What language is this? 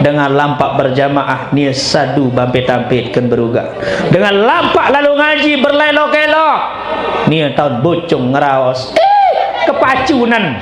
Sasak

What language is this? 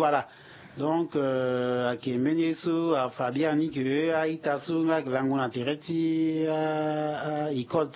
Sango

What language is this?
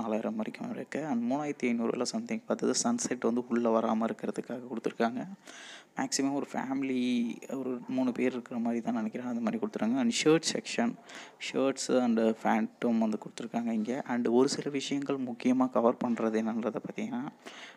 Tamil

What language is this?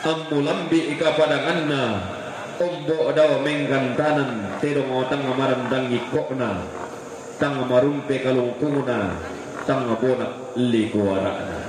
Toraja-Sa'dan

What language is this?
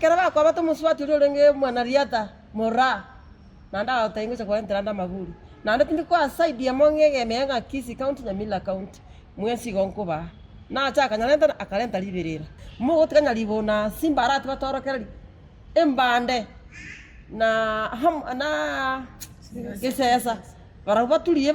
Gusii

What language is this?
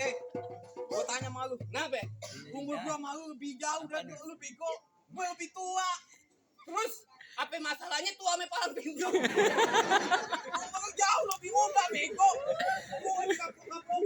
Betawi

